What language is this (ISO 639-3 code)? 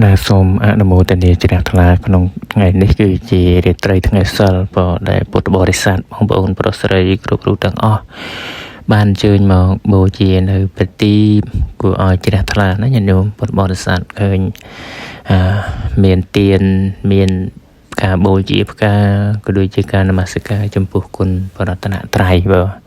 khm